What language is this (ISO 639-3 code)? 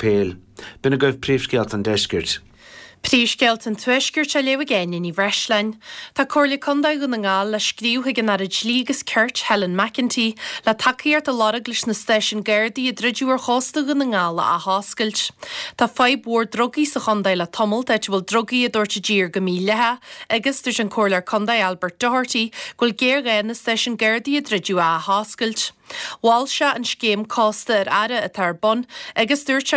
gle